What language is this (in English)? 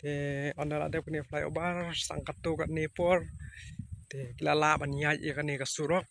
Khasi